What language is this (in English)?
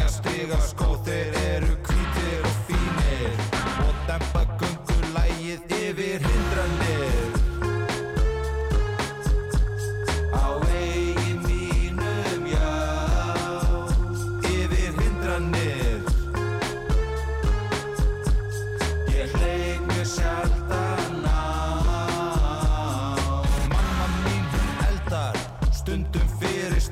Icelandic